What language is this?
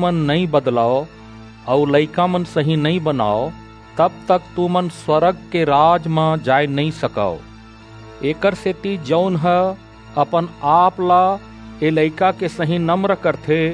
Chhattisgarhi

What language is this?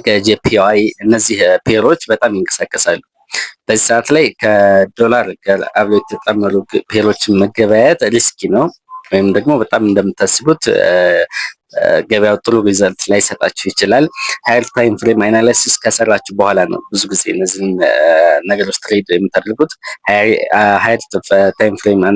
Amharic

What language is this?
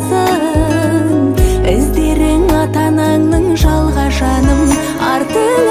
Kazakh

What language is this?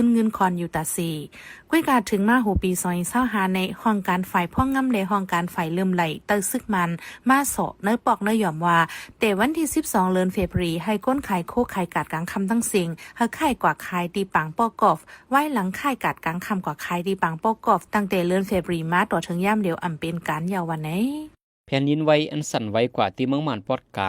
Shan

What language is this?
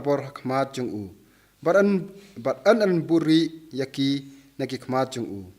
Khasi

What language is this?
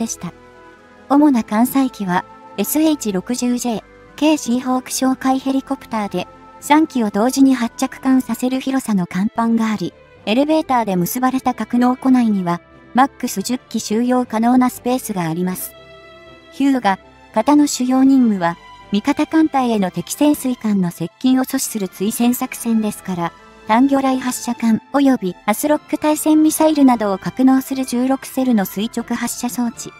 Japanese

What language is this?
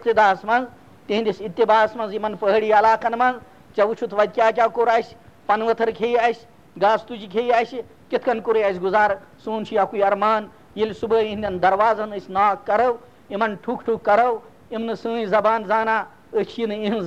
Kashmiri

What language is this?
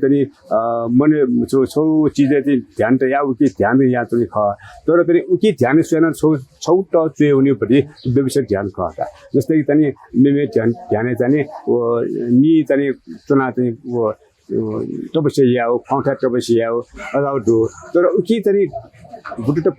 Newari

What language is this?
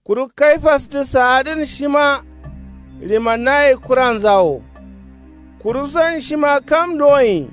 Kanuri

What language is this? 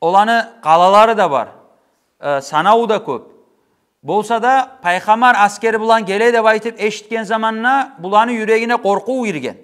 Kumyk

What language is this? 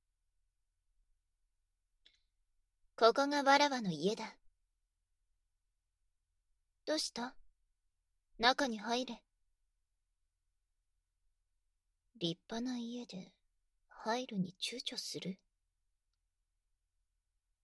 Japanese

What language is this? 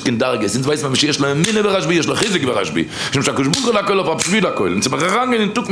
Yiddish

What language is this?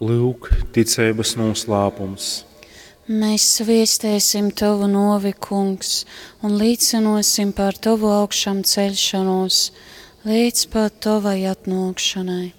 Latgalian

